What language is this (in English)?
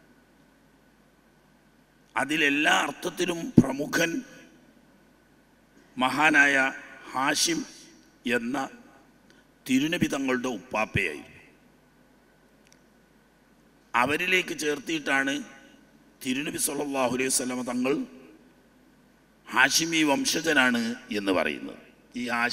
Malayalam